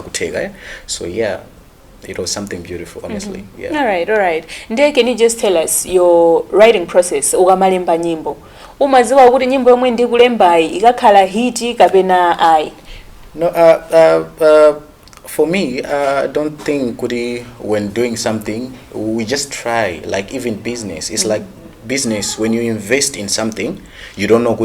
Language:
Nyanja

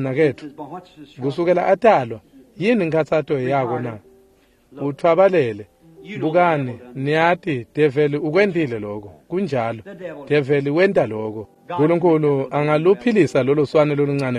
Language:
Swati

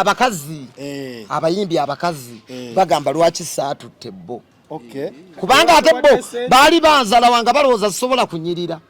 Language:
Ganda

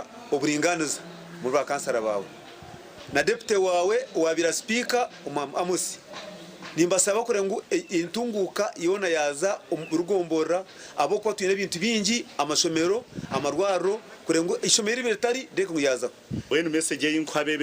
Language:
Nyankole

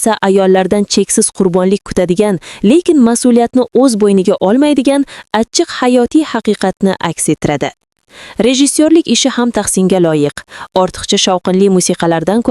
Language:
Uzbek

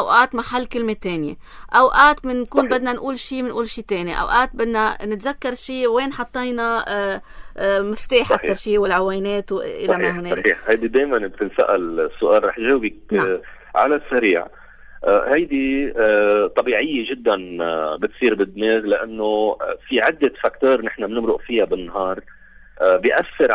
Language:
North Levantine Arabic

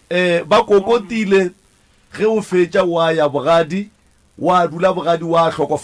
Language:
Northern Sotho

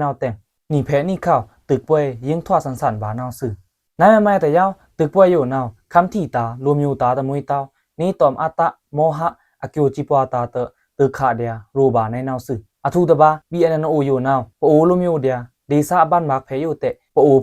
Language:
Pa'o Karen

